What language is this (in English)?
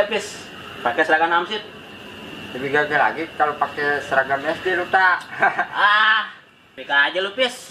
Betawi